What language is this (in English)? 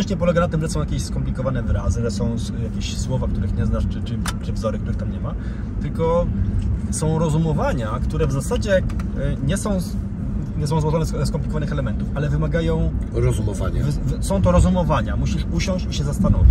Polish